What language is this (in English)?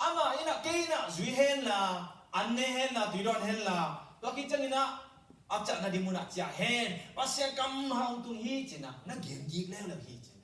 Tedim Chin